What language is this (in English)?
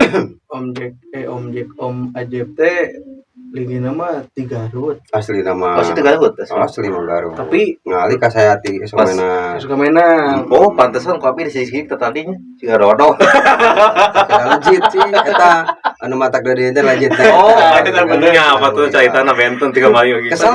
Sundanese